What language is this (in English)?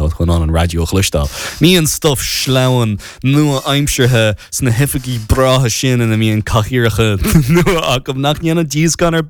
Irish